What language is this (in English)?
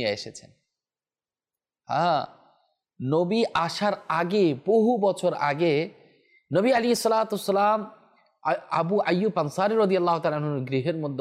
Bangla